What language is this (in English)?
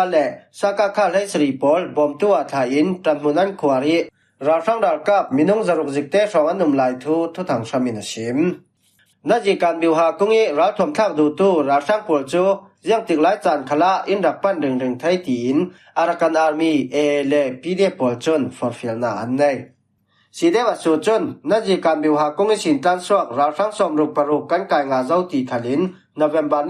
Falam Chin